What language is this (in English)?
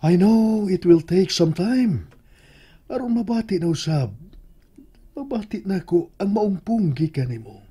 Cebuano